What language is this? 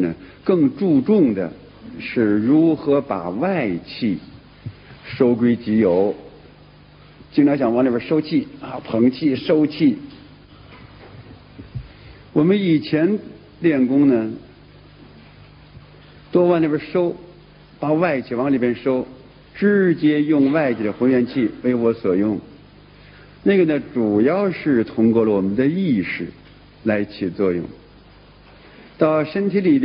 Chinese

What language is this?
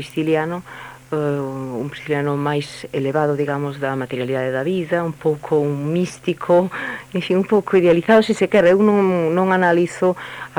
Galician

